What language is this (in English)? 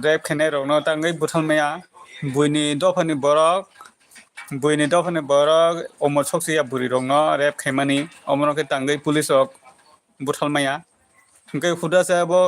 Kok Borok